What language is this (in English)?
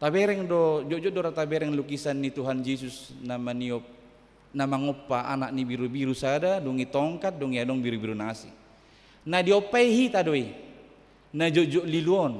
Batak Toba